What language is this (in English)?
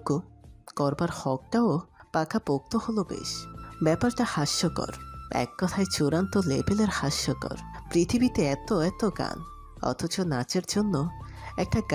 Bangla